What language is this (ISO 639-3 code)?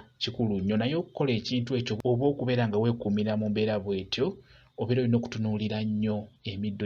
lug